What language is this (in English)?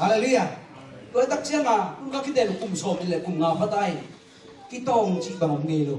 Tedim Chin